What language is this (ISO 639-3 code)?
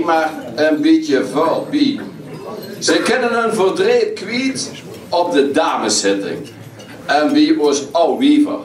lim